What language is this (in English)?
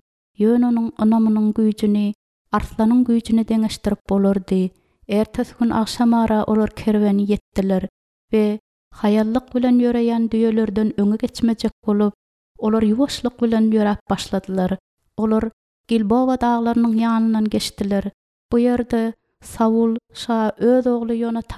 Turkmen